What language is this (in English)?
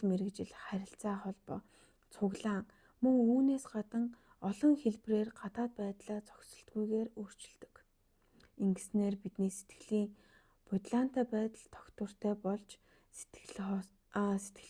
Mongolian